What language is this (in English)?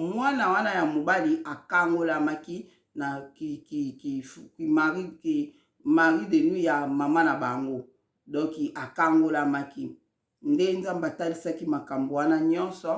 Lingala